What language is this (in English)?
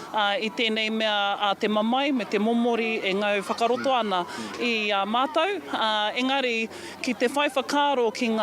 Māori